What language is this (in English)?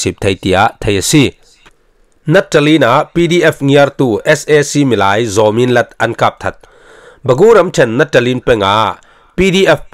Falam Chin